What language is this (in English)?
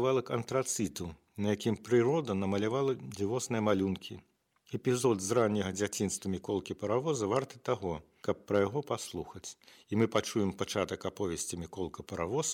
Belarusian